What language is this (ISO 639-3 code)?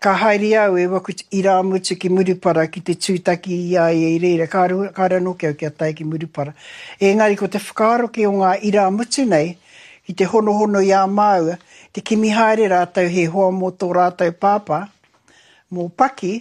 mri